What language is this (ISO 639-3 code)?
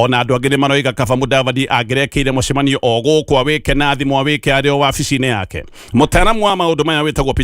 kik